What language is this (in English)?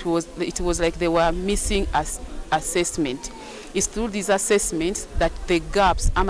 Kamba